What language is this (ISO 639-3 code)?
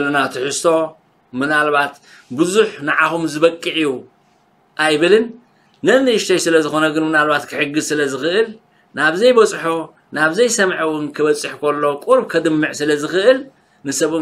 tir